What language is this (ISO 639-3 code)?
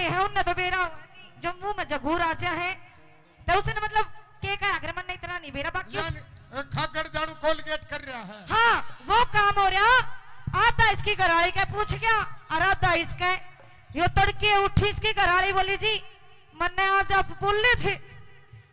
bgc